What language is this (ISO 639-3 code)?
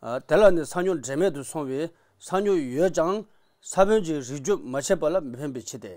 bod